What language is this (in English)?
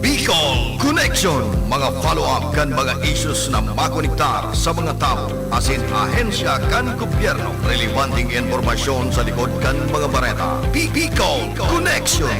Bikol